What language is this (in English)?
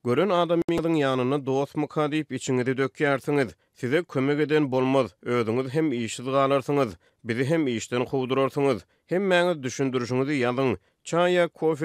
Turkmen